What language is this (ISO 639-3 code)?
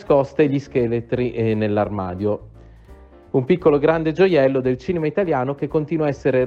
ita